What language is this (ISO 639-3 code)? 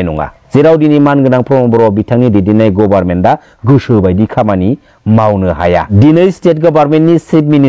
brx